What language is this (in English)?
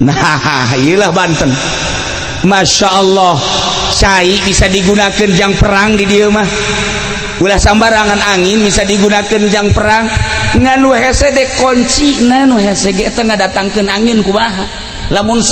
Sundanese